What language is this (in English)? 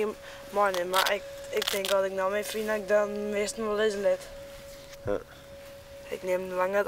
Western Frisian